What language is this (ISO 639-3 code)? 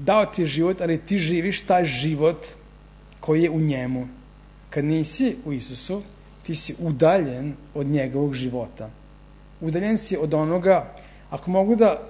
srp